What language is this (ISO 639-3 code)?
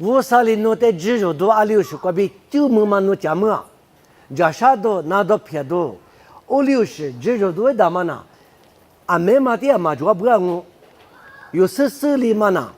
lis